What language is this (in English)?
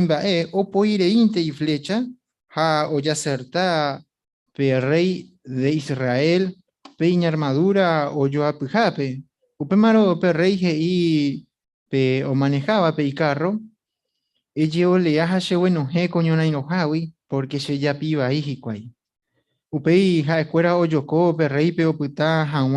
Guarani